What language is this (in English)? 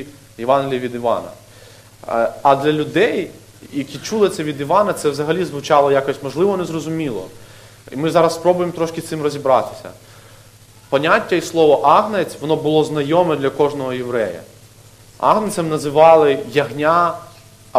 Ukrainian